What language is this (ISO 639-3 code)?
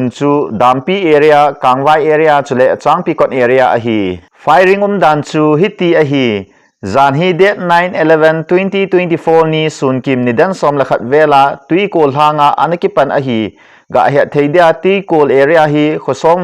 tcz